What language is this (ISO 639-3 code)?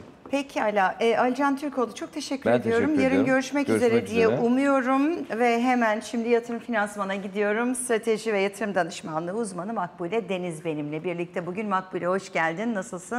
tur